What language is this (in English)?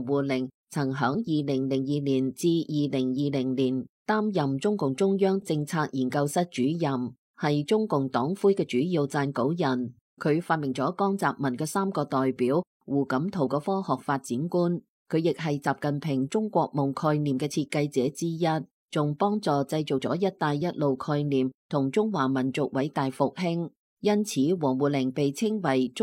Cantonese